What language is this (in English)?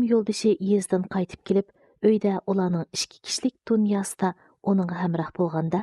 Uyghur